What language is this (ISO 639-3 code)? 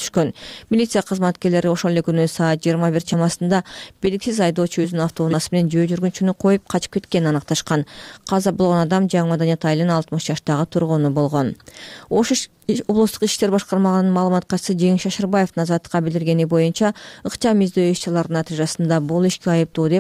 kir